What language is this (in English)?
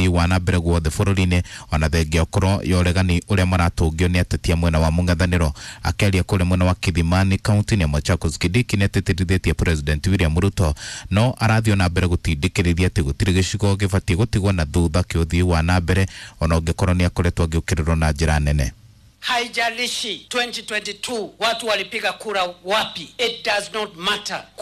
Kikuyu